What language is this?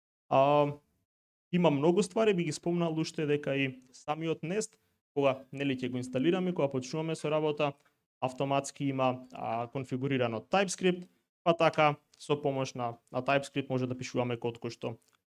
Macedonian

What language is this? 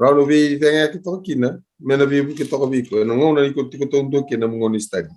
Fijian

